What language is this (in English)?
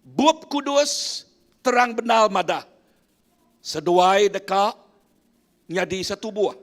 Iban